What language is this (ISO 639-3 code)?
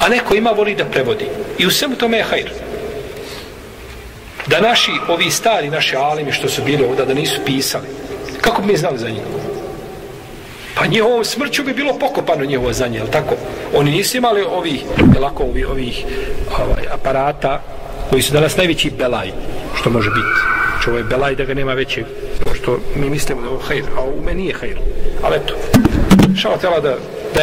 bos